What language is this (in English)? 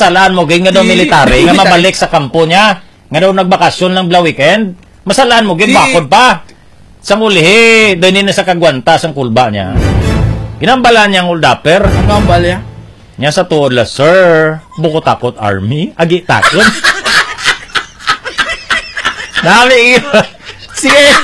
Hiligaynon